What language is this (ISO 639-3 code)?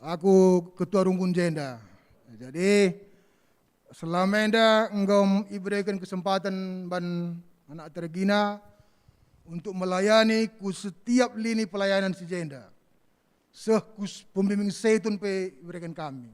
btx